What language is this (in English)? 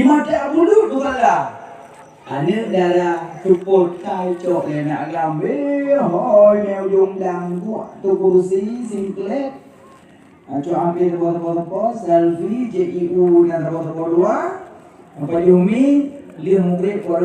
Achinese